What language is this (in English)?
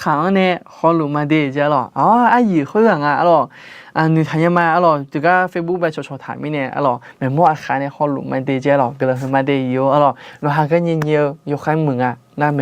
Akha